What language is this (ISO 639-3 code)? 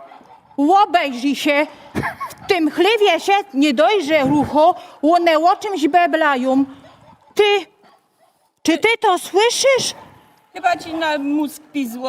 szl